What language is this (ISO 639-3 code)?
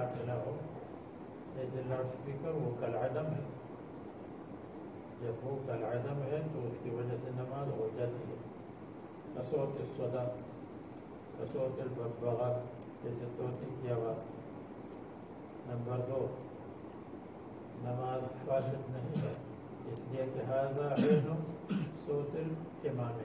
urd